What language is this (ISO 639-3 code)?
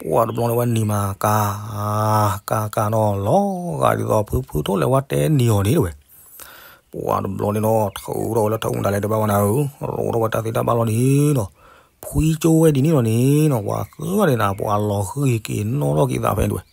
ksw